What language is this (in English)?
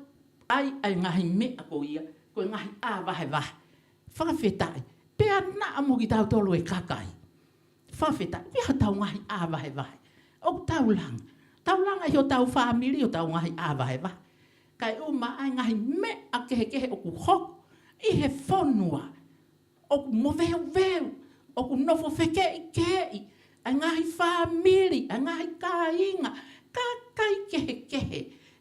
Tongan